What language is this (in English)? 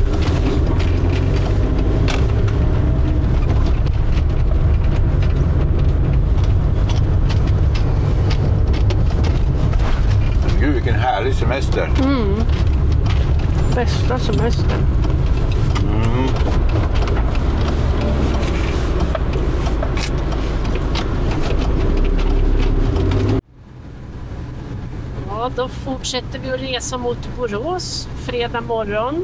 Swedish